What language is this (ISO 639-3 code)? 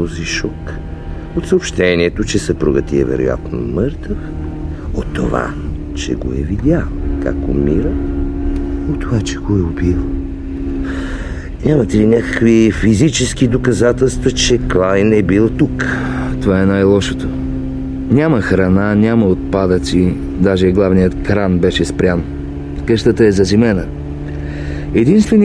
bul